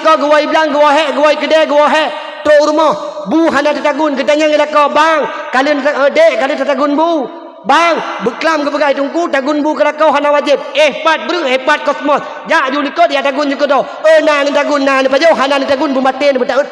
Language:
Achinese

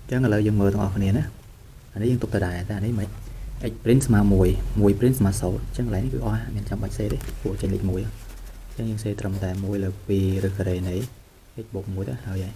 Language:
Khmer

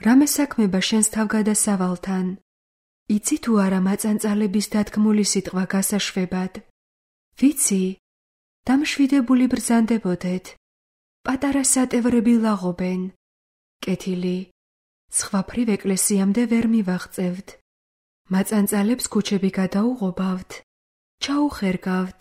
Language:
Georgian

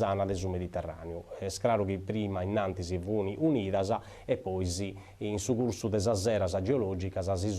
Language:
Sardinian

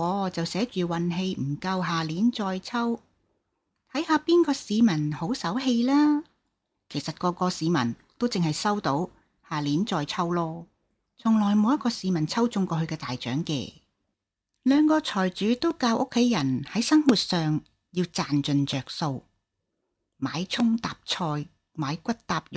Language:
Cantonese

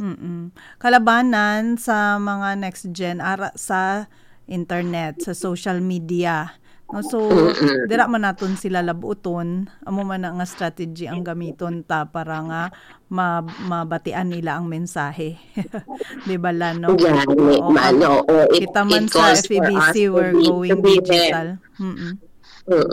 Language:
Hiligaynon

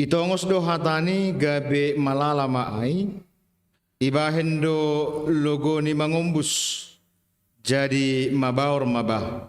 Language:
Batak Simalungun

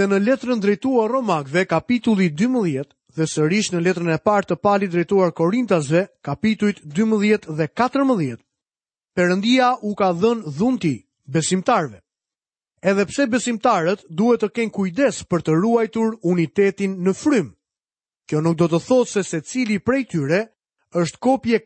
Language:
Albanian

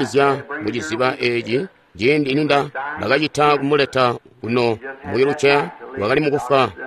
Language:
Tonga (Zambia)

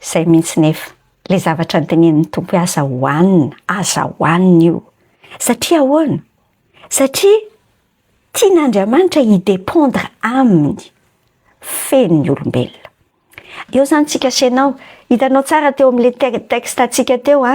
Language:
Malagasy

